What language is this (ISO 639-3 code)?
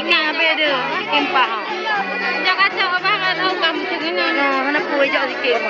ace